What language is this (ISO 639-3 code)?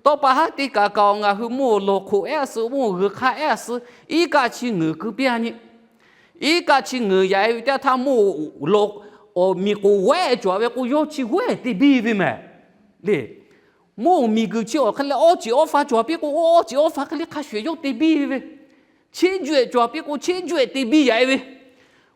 lhu